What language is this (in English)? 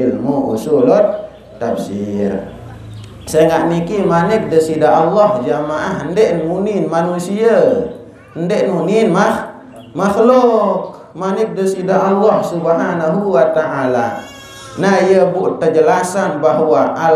Sasak